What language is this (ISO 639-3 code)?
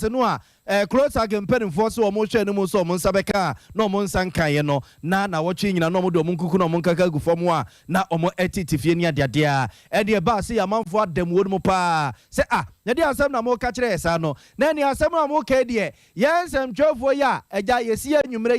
aka